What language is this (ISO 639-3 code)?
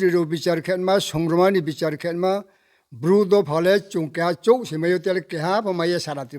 ria